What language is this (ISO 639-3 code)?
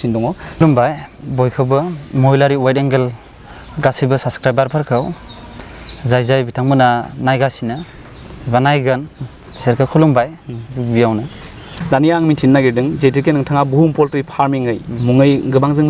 brx